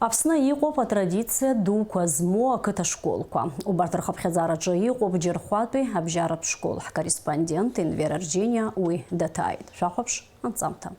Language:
Abkhazian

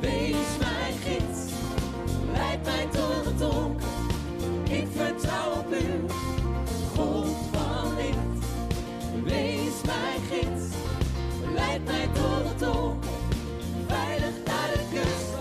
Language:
Western Frisian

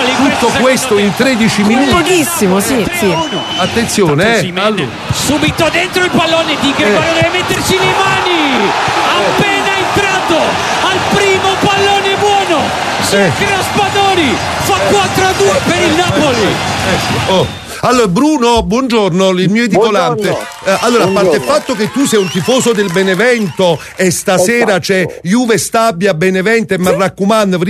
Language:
Italian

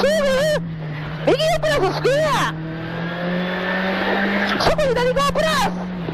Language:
Japanese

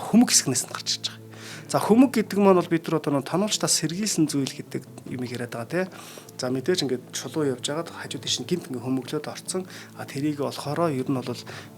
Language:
Mongolian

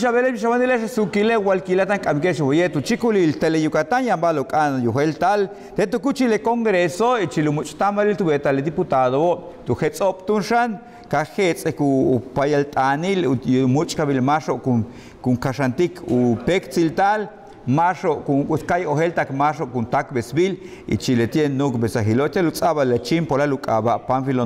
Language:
Yucateco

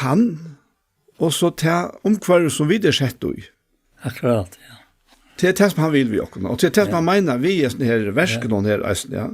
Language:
Faroese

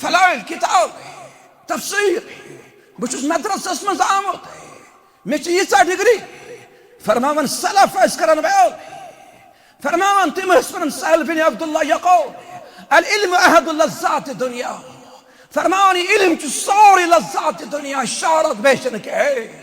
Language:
Kashmiri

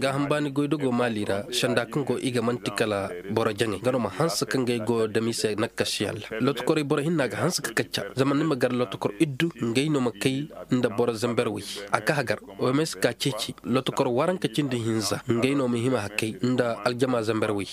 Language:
Koyraboro Senni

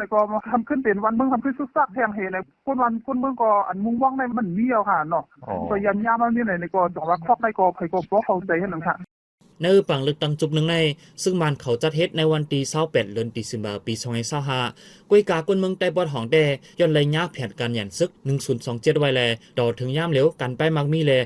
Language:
Shan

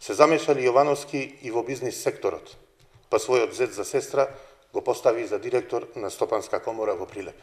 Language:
Macedonian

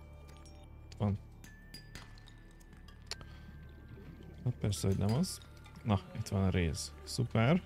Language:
Hungarian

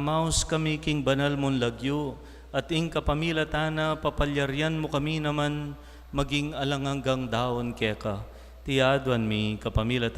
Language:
Pampanga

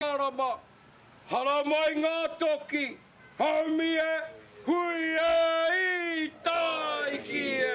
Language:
Māori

